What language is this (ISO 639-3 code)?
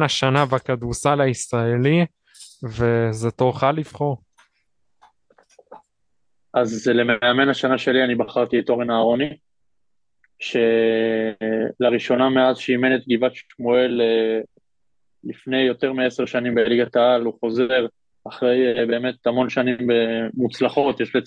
heb